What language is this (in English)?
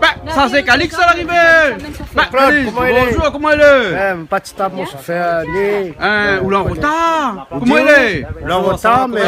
Réunion Creole French